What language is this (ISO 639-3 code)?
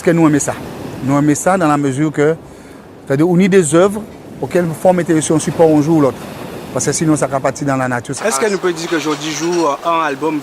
gcf